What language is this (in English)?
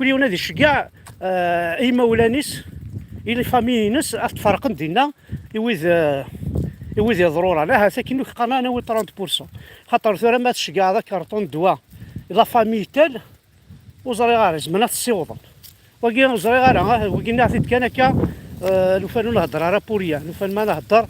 Kabyle